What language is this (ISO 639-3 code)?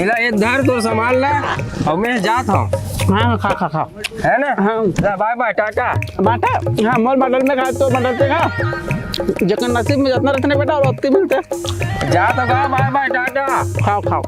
hne